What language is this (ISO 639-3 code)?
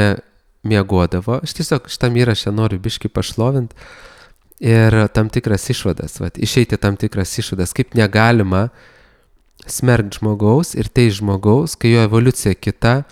lit